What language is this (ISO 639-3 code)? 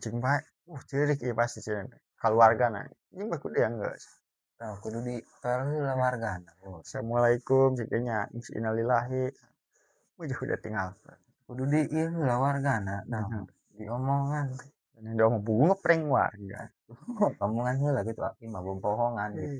sun